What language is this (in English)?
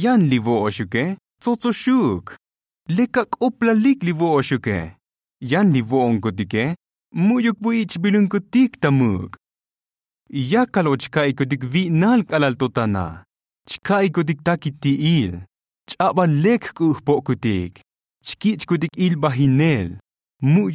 Tzotzil